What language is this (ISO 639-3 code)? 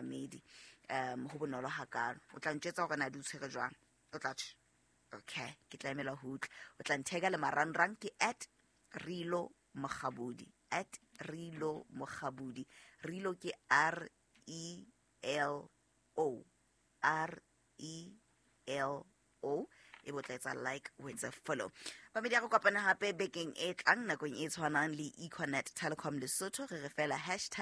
sot